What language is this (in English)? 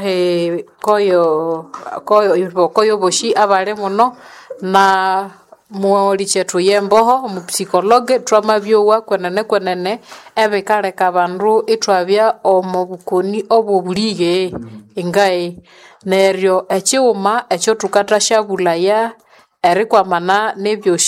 Nande